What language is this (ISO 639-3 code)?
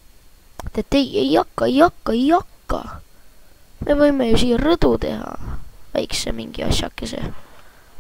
est